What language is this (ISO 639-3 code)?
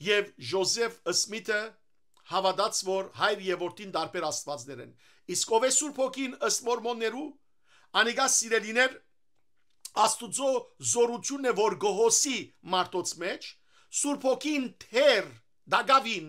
hyw